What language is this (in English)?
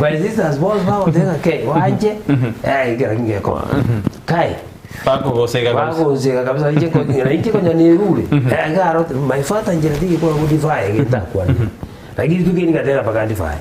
Gusii